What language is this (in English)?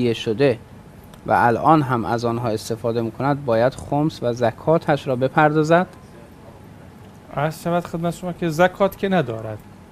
Persian